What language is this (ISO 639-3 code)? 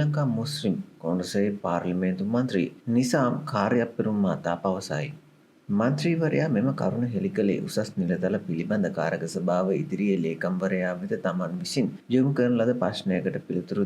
sin